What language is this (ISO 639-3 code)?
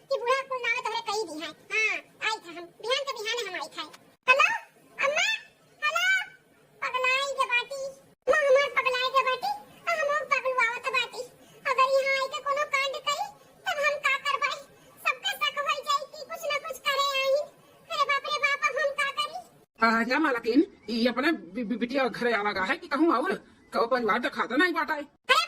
awa